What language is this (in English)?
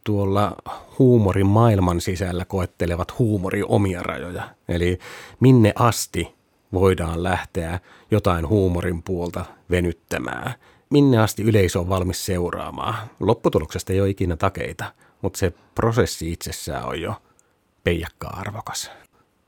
Finnish